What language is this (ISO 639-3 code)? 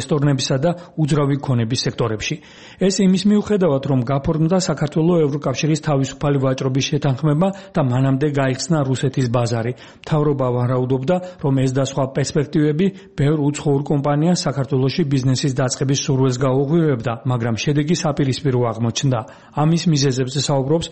kat